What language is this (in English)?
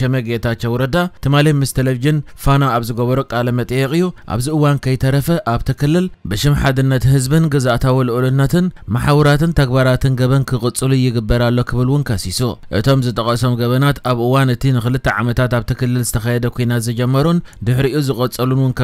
Tigrinya